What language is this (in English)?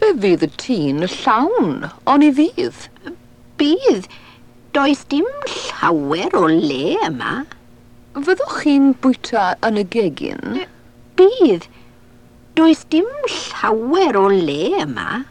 Welsh